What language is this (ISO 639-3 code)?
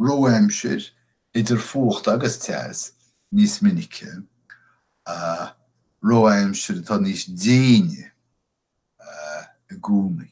gle